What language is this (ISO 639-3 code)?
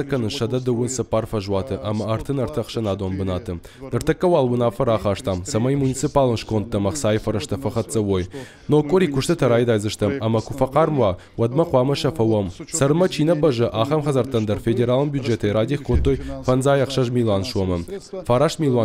oss